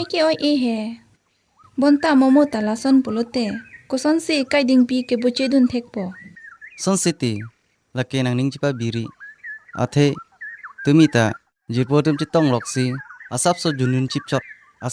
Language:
Karbi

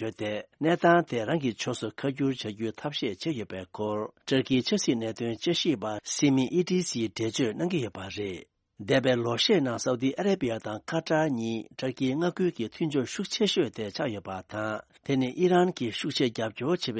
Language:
Tibetan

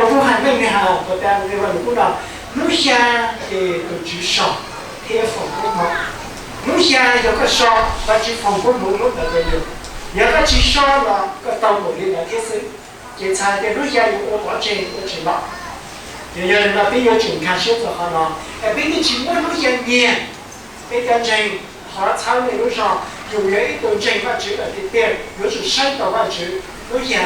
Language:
Hmong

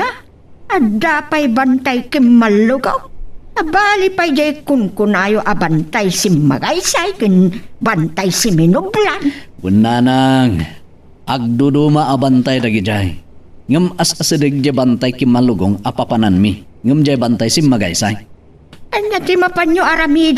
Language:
Iloko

